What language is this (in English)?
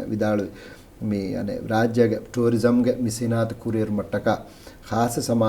Divehi